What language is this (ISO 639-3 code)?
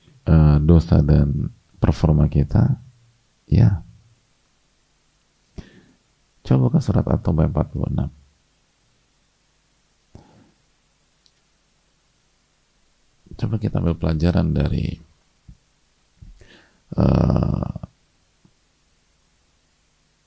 ind